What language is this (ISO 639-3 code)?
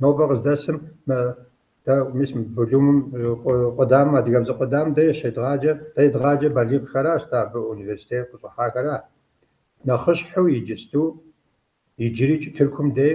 kbd